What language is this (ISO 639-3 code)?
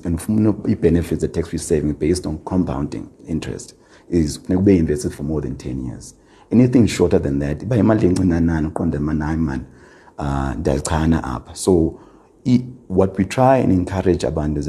xho